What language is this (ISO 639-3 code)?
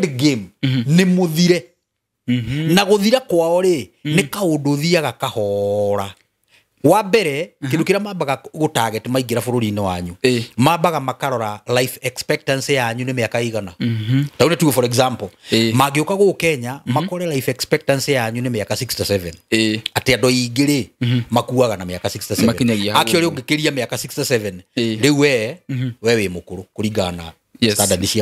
kik